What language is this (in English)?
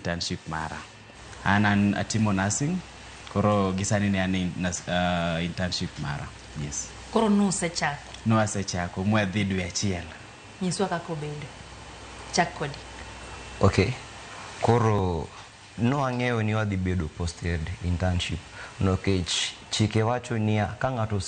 Luo (Kenya and Tanzania)